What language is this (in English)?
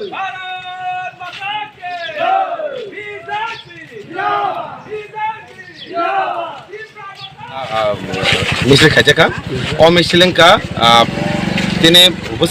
Kok Borok